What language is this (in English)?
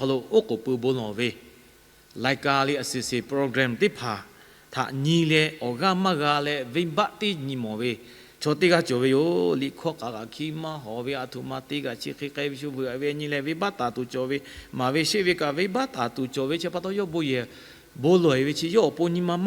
Lahu